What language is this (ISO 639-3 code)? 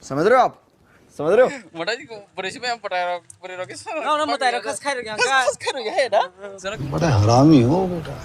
trp